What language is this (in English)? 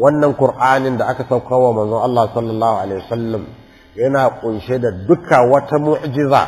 Hausa